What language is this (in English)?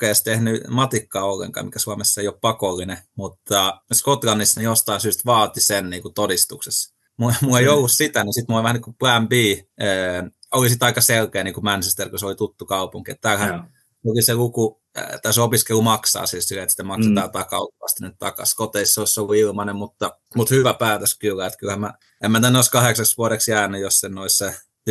Finnish